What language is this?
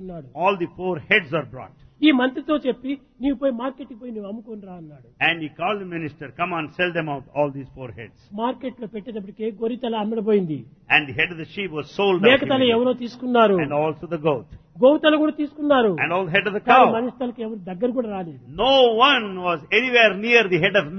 Telugu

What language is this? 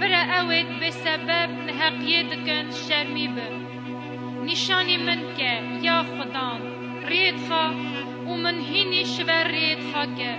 Kurdish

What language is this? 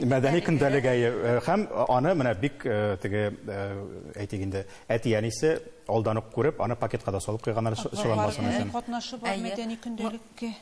Tatar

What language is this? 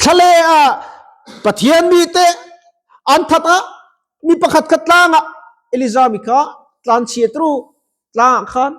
Mizo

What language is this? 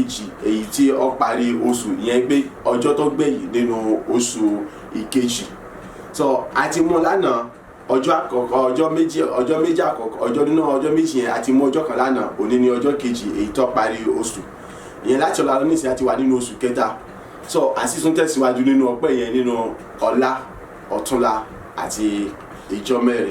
Yoruba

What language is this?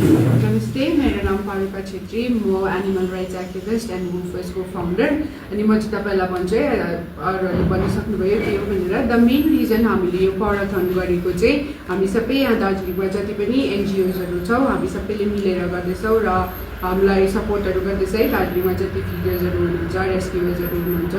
Nepali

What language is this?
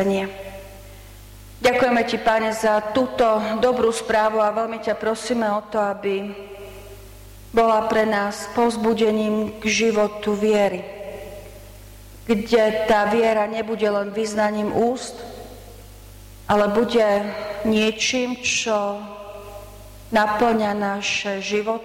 Slovak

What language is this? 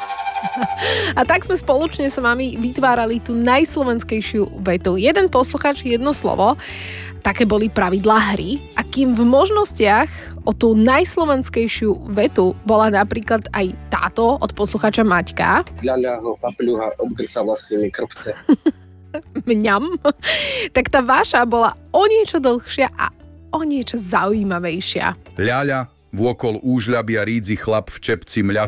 Slovak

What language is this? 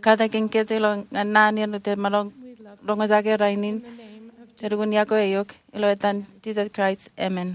Marshallese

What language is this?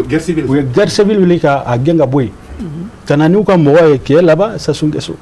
Bambara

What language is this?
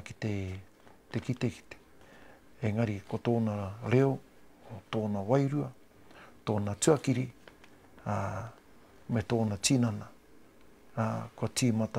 Māori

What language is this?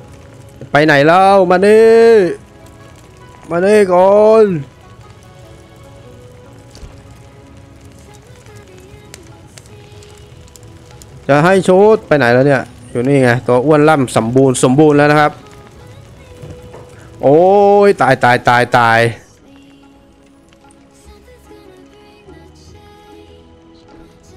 Thai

